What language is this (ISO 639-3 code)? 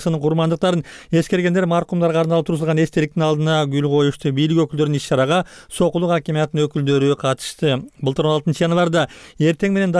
kir